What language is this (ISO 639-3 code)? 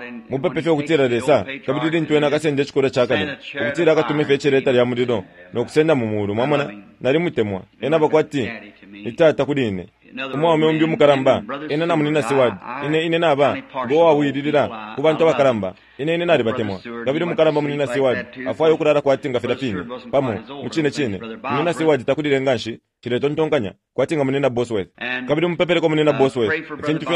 bem